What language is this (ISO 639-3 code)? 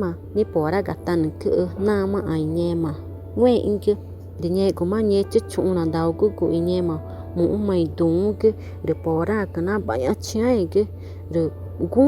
tca